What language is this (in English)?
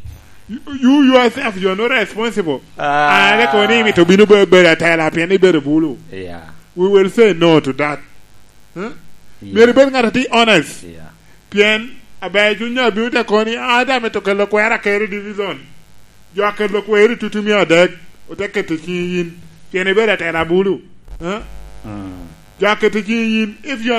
Lango (Uganda)